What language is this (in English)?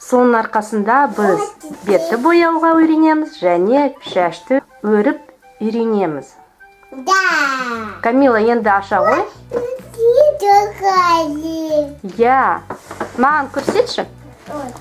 Kazakh